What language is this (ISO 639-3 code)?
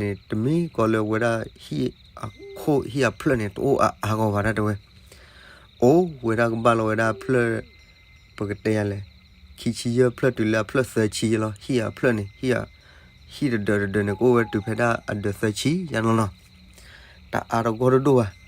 ksw